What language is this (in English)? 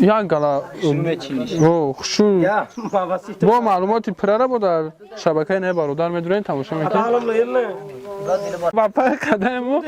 Tajik